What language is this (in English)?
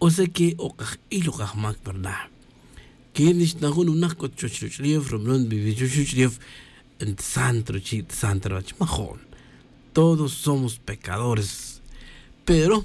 Tz'utujil